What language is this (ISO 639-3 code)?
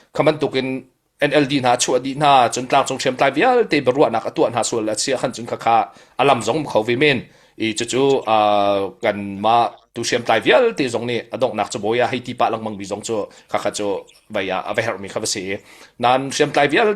cnh